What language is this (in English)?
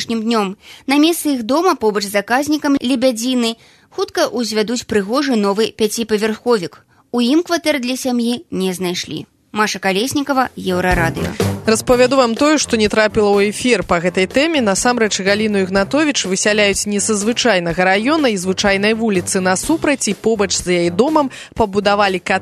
Belarusian